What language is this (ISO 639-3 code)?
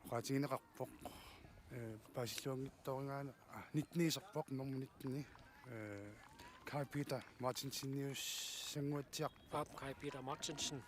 kal